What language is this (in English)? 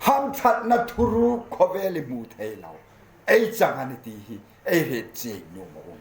Hmar